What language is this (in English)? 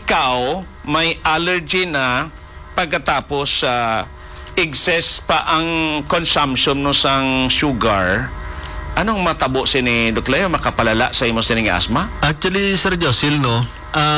Hiligaynon